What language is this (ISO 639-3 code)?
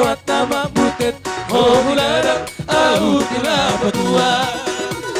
bbc